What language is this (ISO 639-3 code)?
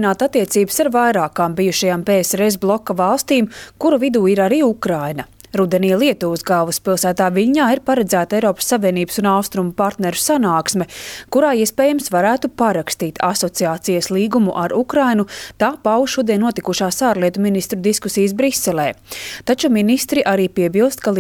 lav